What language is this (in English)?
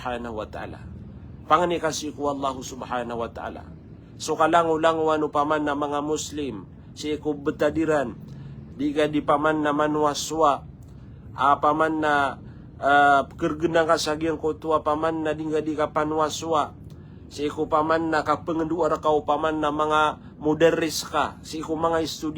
Maranao